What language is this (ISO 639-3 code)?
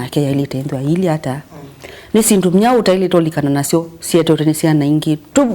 kam